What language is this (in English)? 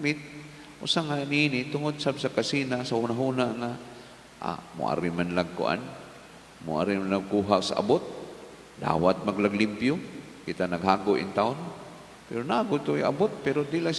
Cebuano